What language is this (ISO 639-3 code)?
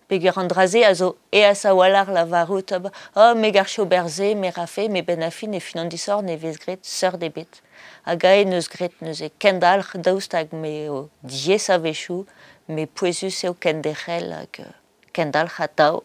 bre